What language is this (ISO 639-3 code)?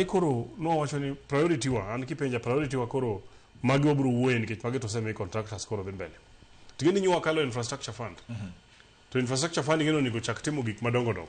luo